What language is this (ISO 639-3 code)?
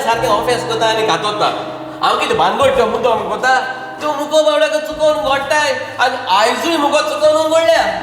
kok